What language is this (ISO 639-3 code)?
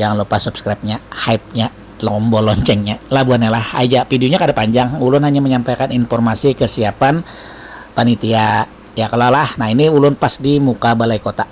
bjn